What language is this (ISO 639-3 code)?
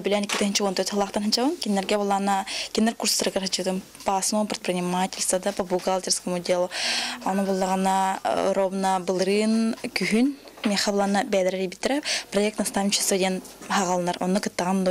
sah